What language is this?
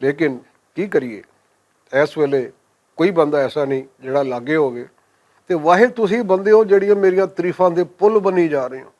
Western Panjabi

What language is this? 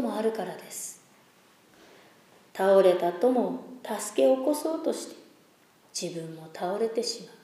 Japanese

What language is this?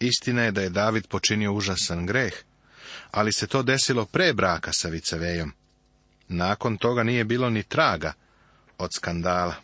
Serbian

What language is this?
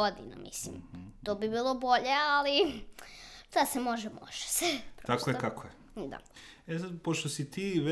Serbian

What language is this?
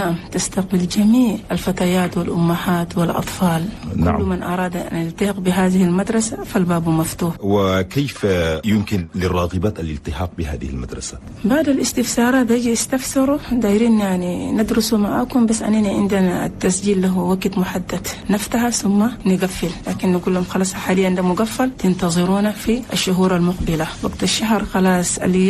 Chadian Arabic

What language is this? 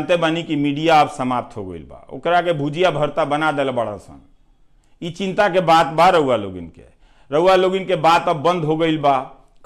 Bhojpuri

